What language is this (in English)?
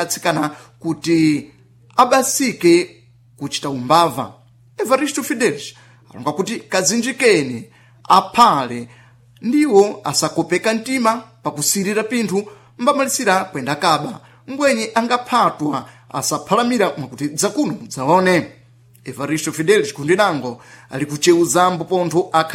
Sena